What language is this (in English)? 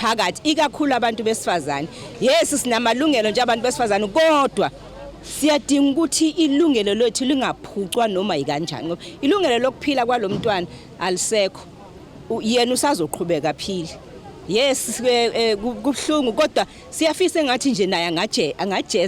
Zulu